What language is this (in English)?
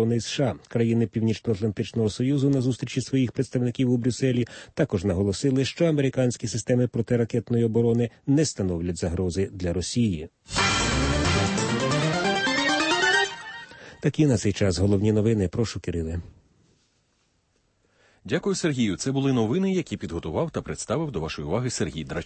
Ukrainian